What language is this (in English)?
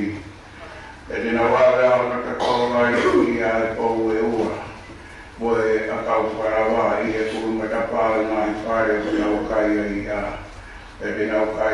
Tongan